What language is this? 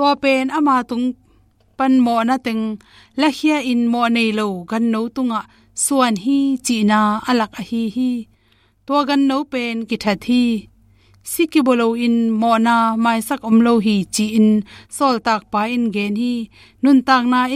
Tedim Chin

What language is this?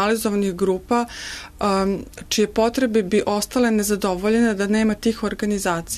Serbian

